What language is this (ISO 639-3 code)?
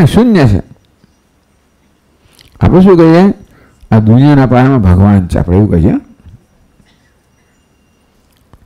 guj